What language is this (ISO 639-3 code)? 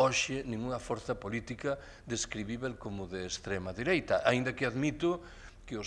glg